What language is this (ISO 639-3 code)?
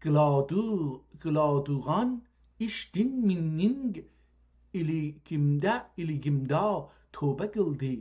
azb